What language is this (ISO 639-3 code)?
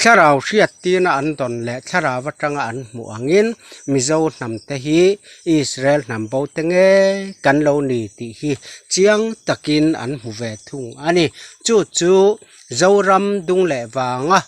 lus